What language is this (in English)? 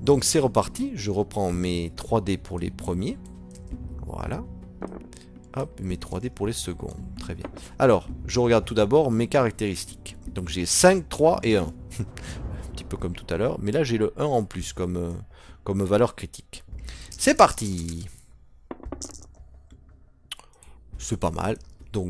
French